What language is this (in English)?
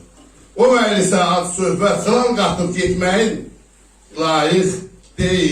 South Azerbaijani